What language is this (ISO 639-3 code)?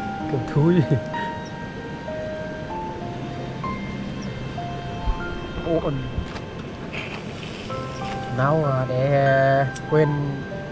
vie